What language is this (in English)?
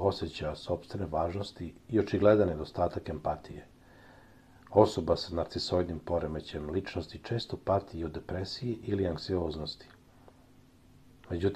Serbian